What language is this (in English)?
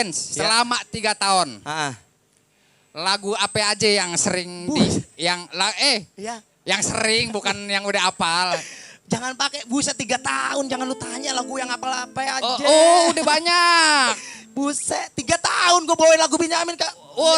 Betawi